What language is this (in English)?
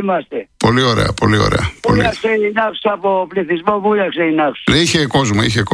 Greek